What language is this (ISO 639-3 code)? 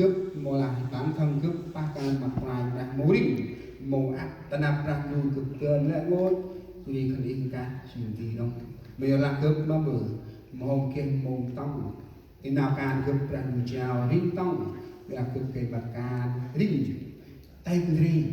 cmo